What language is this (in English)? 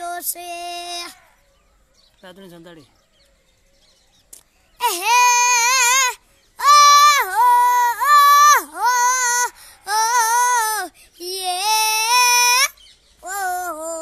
Gujarati